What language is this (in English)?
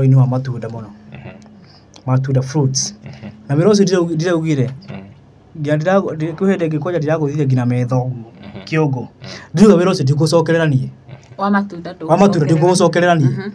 Kikuyu